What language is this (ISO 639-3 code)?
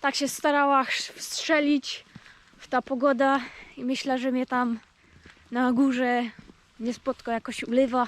szl